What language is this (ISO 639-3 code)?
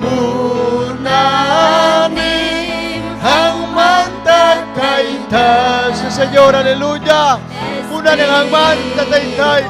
quy